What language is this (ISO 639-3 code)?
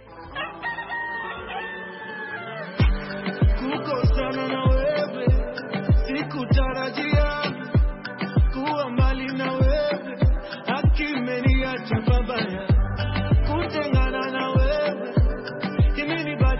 swa